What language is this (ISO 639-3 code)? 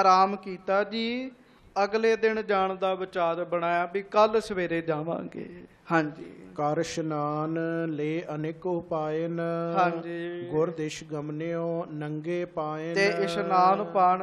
pan